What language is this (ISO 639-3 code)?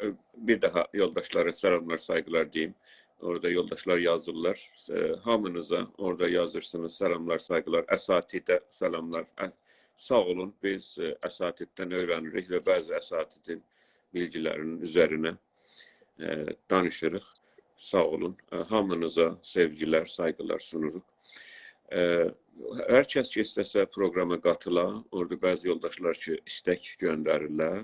azb